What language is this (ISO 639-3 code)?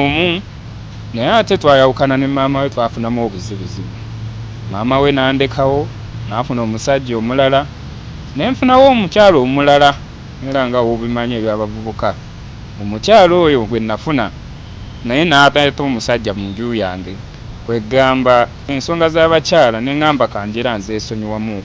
lug